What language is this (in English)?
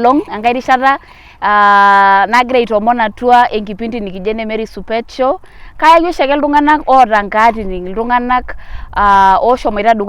Masai